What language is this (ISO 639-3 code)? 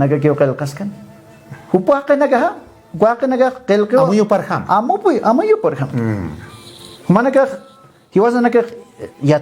aym